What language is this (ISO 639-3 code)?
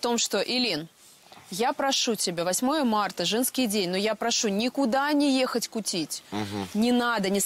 rus